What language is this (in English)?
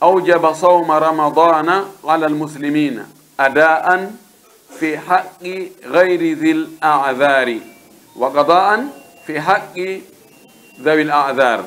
Pular